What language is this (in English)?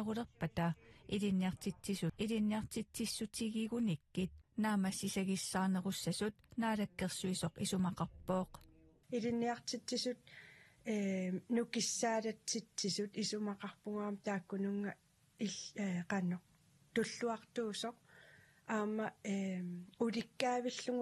Kalaallisut